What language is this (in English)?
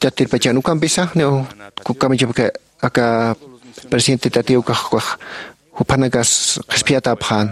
Aymara